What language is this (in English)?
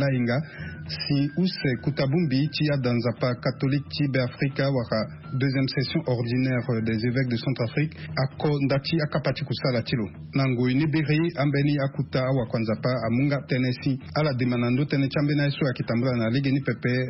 Sango